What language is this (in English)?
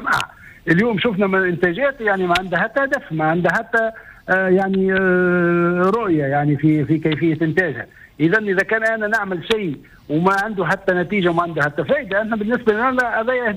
Tunisian Arabic